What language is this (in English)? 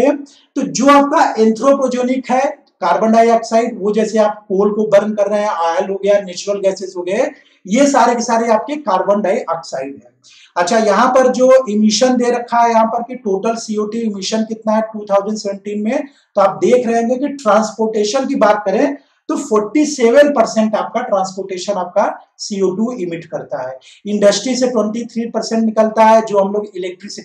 Hindi